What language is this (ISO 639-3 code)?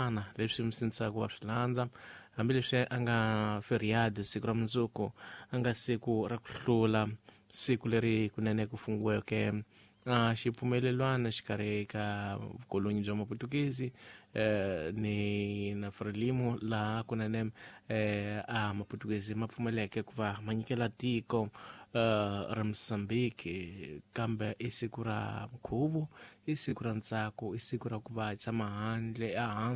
tso